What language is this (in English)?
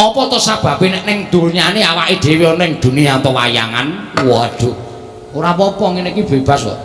Javanese